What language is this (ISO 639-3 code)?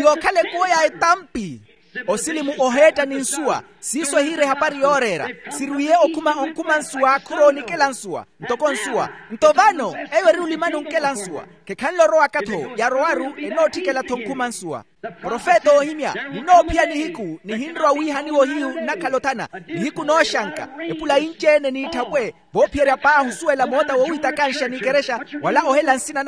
vmw